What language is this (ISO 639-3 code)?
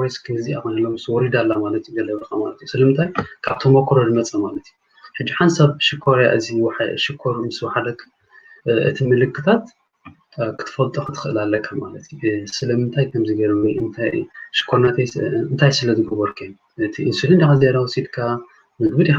tir